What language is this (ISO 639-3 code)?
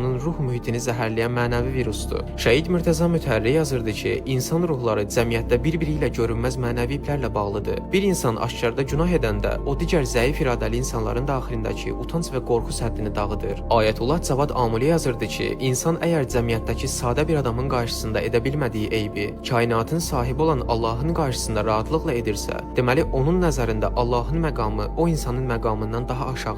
aze